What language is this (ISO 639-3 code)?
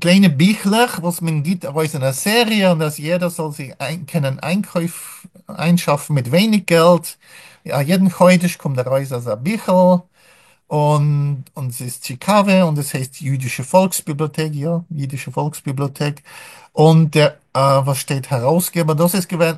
yid